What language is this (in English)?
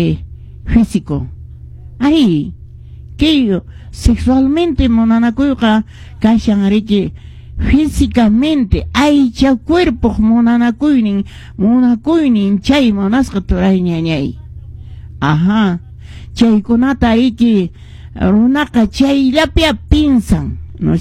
Quechua